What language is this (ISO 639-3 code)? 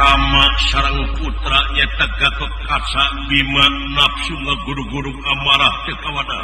sun